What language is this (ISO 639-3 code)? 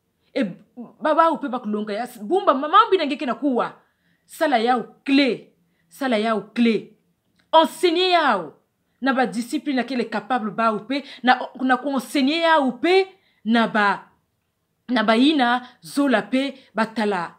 ktu